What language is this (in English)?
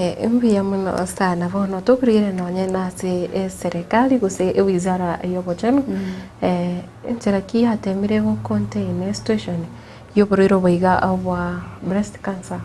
Gusii